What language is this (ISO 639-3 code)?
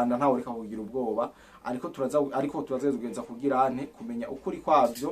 run